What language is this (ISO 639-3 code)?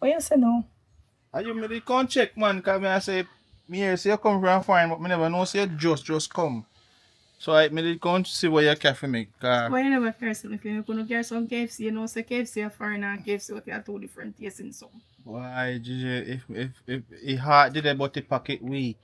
jam